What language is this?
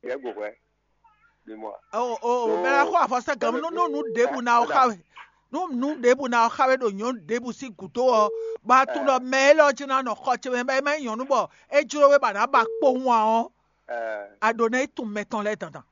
Fon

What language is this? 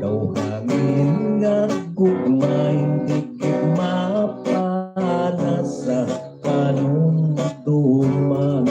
Hiligaynon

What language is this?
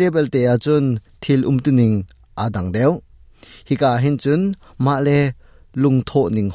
Hakha Chin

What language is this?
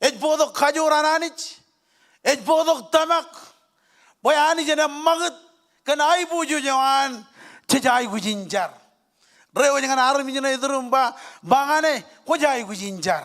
Marshallese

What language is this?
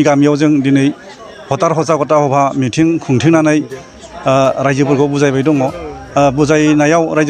Bodo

